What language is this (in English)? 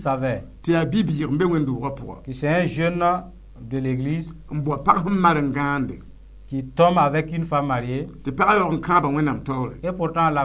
Mossi